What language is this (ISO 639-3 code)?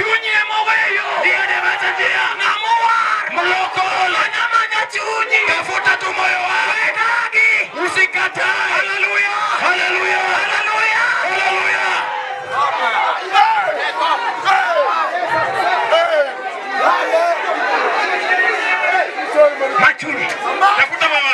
luo